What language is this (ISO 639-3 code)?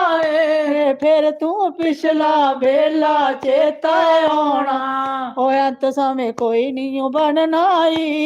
doi